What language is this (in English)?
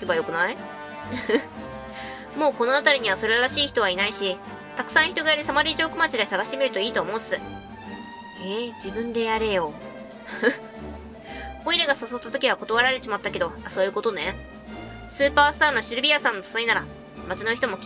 Japanese